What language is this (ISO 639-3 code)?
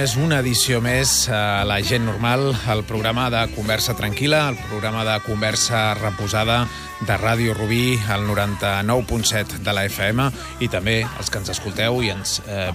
cat